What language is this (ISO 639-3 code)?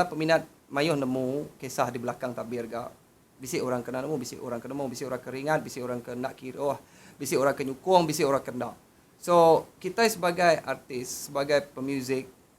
iba